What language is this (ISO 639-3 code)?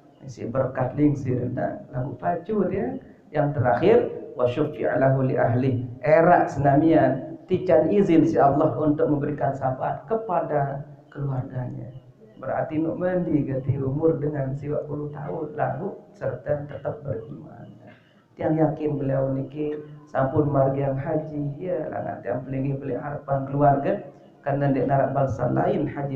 sas